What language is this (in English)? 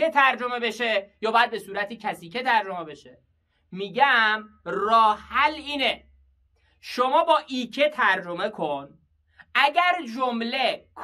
Persian